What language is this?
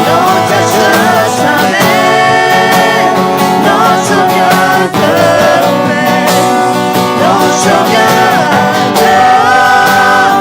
Akha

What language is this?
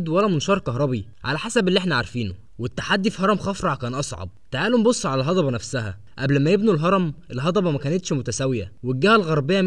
Egyptian Arabic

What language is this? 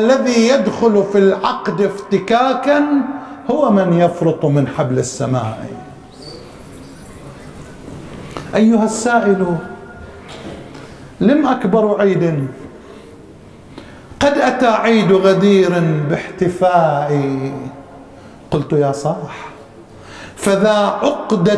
Arabic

